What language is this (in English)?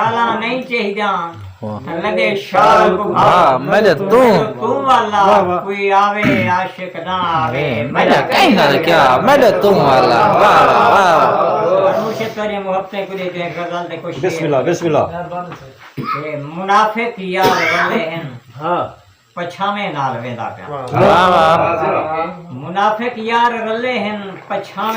Saraiki